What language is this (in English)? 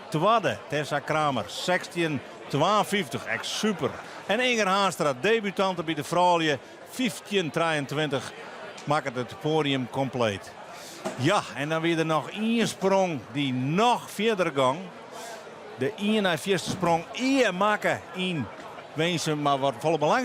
Western Frisian